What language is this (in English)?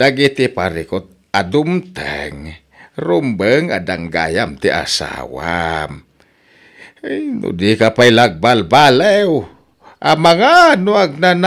Iloko